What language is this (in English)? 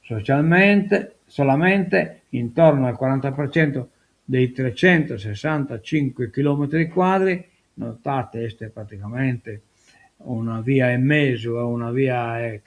Sardinian